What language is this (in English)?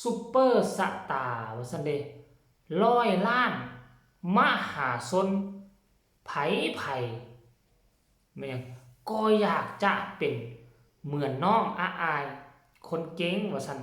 Northeastern Thai